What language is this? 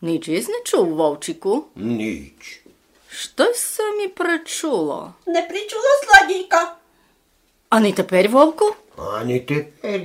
Rusyn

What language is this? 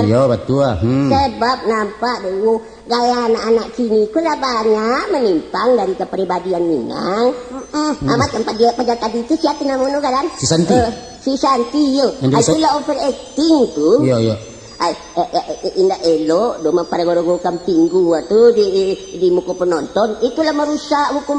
Minangkabau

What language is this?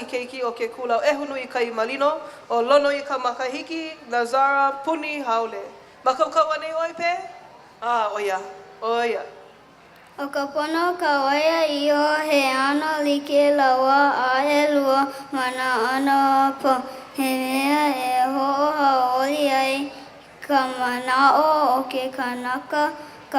Hawaiian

